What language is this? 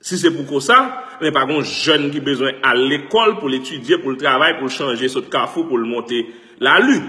Haitian Creole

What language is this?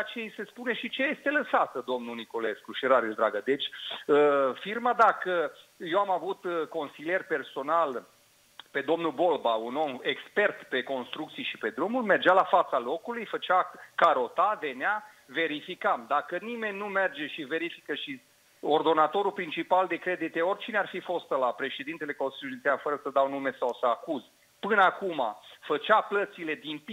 Romanian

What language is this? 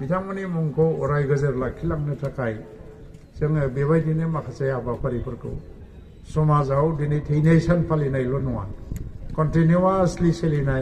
Bodo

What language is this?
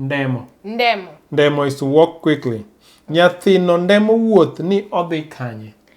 Luo (Kenya and Tanzania)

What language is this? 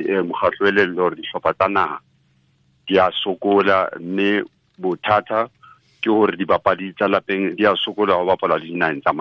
Tswana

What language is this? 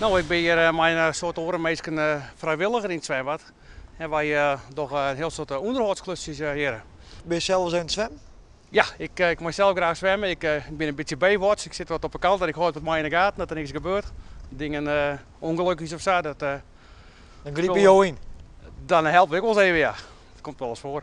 Western Frisian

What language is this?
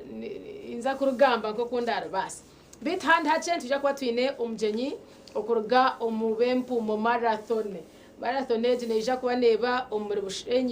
Nyankole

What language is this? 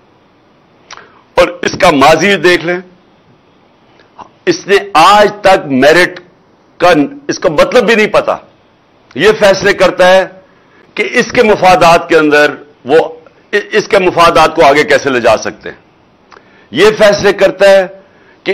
Urdu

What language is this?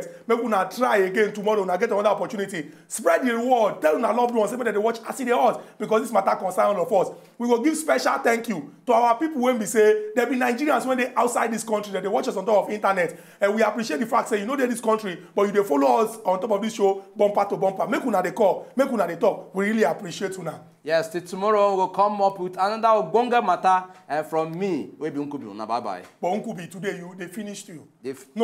Nigerian Pidgin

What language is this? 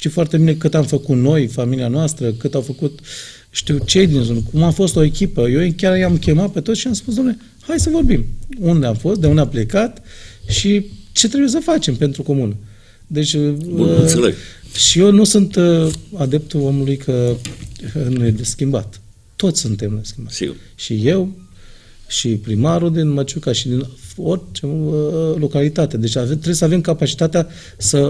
Romanian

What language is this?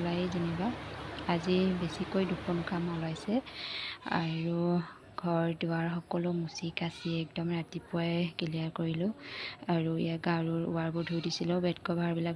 Assamese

